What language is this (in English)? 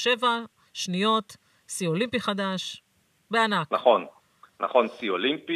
Hebrew